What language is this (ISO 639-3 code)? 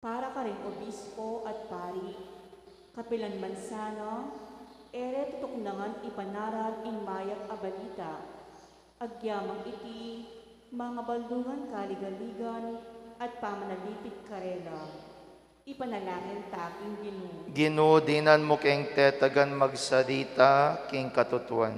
pam